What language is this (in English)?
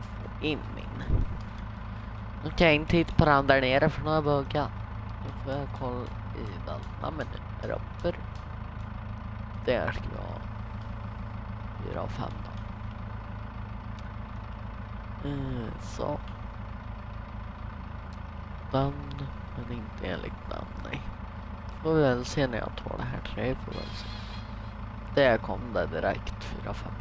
Swedish